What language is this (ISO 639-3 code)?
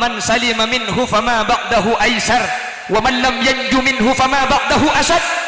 mad